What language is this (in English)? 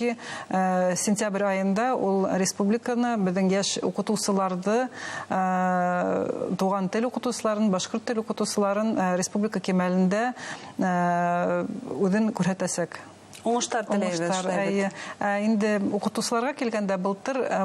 Bashkir